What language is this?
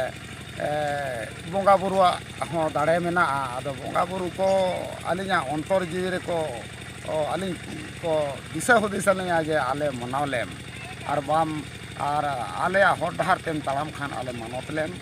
Santali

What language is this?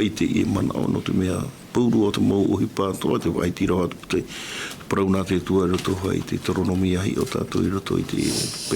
Tahitian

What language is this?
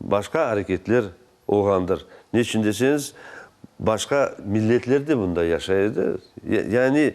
Crimean Tatar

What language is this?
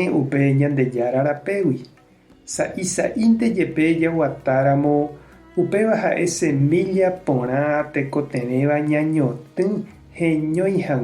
Guarani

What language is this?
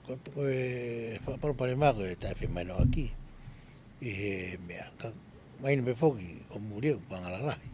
Tongan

